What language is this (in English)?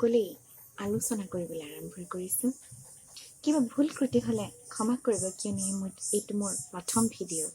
Assamese